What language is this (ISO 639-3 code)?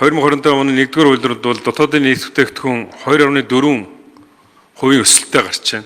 mon